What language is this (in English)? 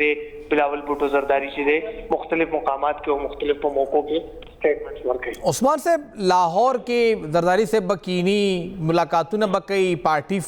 Pashto